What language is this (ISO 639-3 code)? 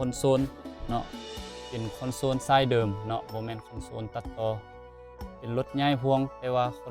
lao